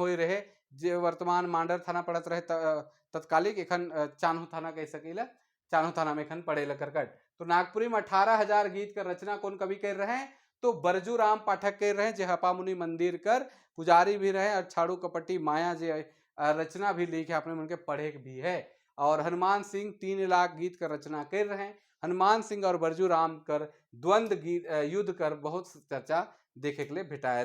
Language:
Sadri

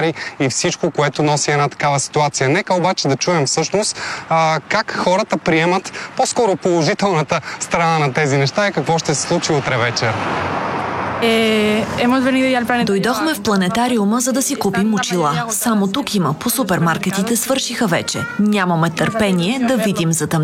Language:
Bulgarian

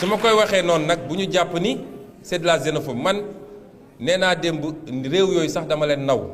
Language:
Wolof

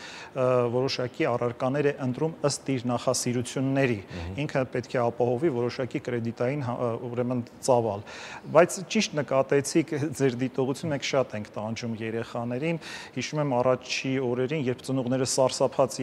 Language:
Armenian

